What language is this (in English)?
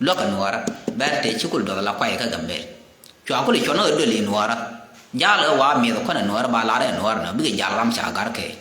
Nuer